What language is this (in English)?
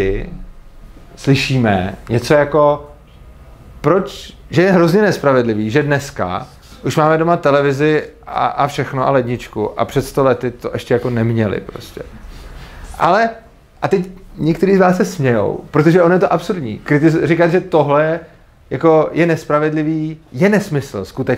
Czech